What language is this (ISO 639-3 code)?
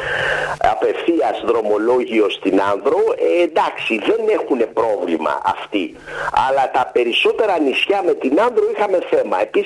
ell